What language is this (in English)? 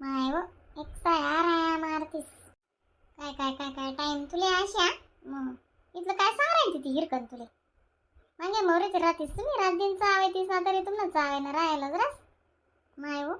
Khandesi